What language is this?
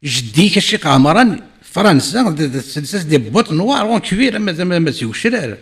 Kabyle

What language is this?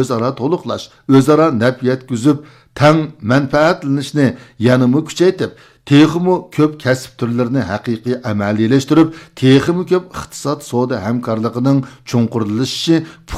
Uyghur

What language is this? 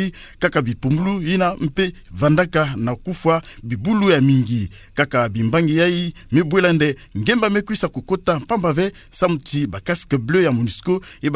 Kituba (Democratic Republic of Congo)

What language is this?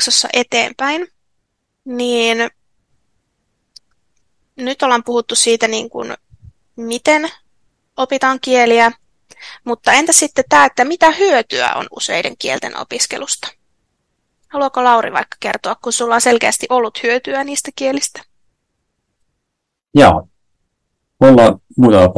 Finnish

